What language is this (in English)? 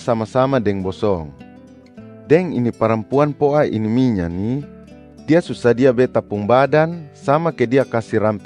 Kupang Malay